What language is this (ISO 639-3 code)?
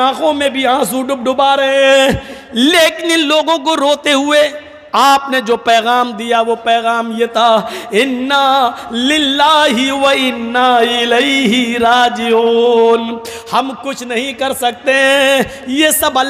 urd